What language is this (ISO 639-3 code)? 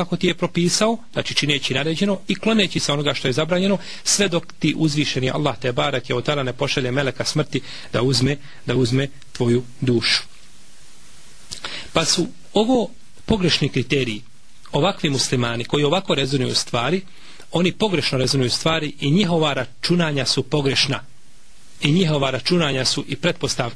bos